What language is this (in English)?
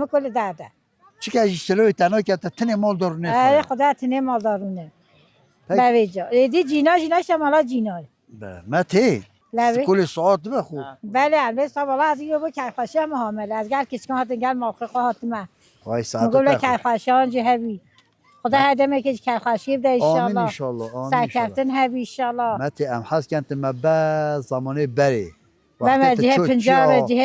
Kurdish